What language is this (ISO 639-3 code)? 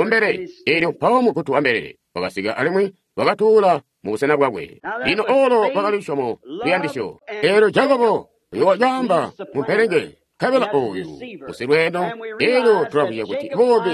toi